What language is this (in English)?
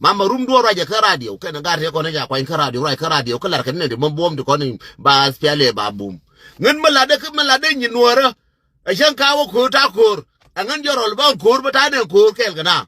Nuer